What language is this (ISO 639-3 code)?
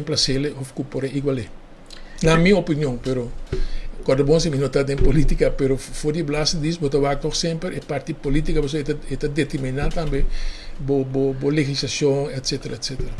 pap